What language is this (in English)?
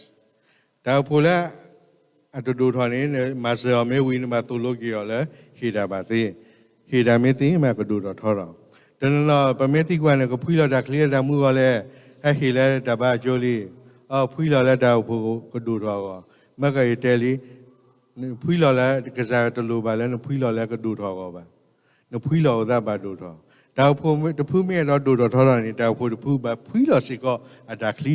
S'gaw Karen